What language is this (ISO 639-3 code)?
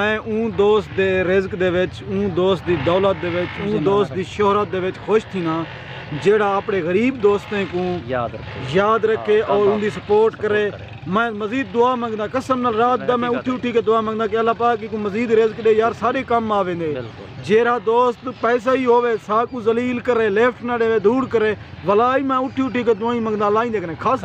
skr